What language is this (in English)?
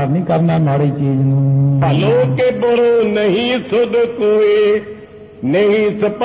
Punjabi